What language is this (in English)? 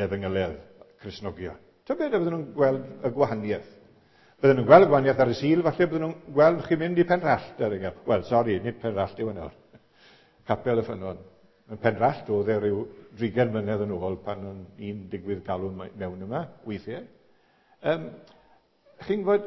Welsh